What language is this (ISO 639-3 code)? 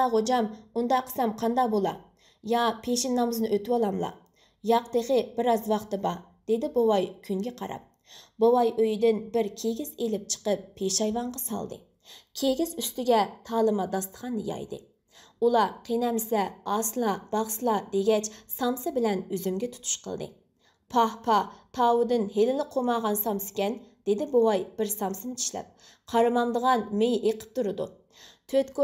uig